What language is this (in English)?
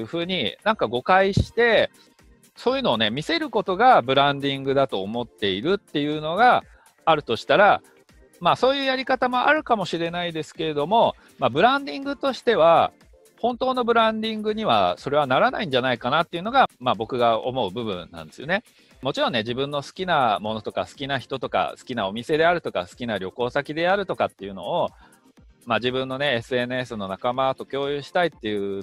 Japanese